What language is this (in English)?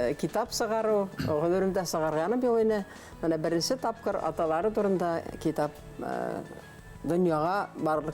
Bashkir